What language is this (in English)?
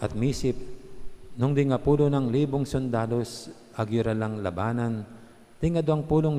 Pampanga